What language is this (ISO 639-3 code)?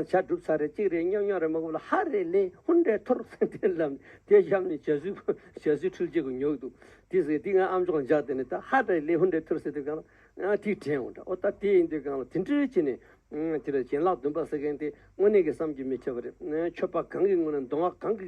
bod